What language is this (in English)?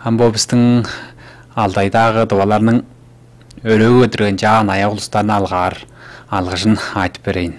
Tuvinian